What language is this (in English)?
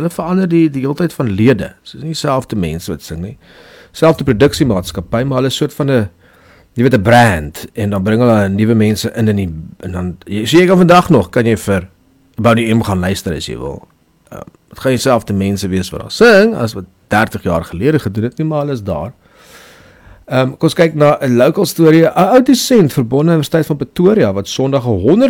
Afrikaans